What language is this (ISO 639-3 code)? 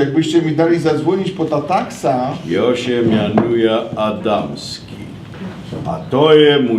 szl